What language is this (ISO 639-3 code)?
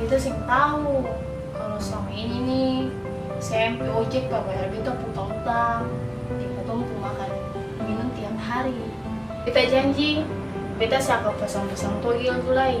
abs